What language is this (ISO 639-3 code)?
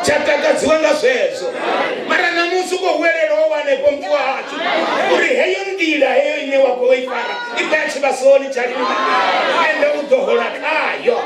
ven